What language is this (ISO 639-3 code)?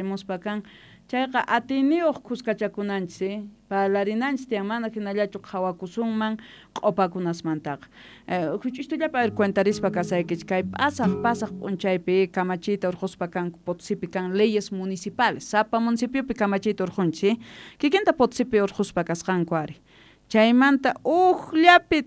que